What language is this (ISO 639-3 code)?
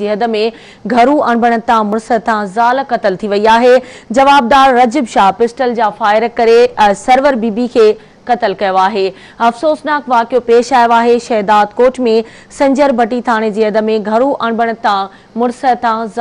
snd